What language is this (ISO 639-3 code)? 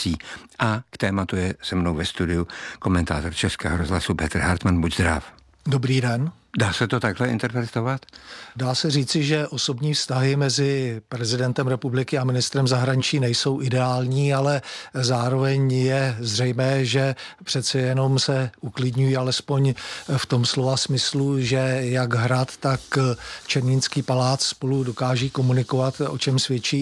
ces